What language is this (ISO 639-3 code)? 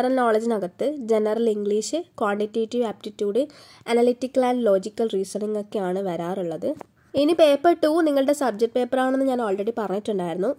mal